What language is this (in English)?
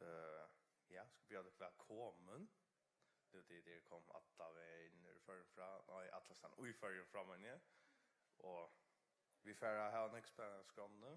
Faroese